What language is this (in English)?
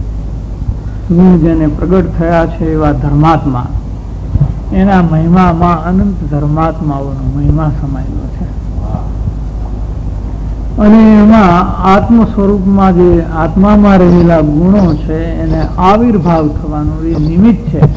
Gujarati